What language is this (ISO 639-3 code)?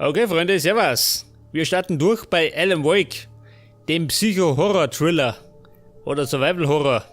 bar